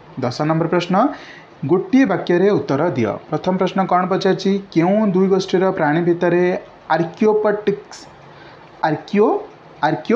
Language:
Odia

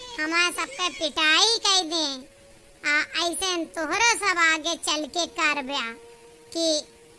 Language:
Awadhi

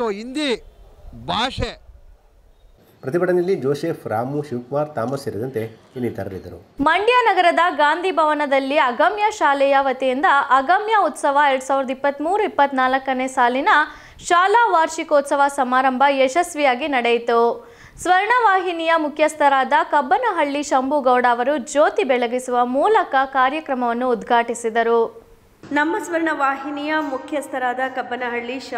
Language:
Kannada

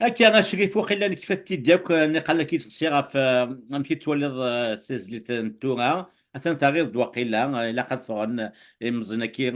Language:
Kabyle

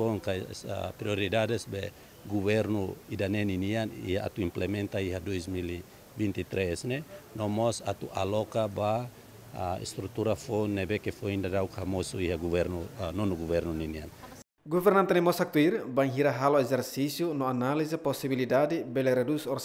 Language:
Tetum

